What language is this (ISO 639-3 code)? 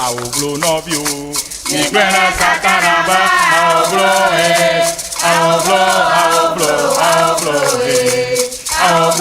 ewe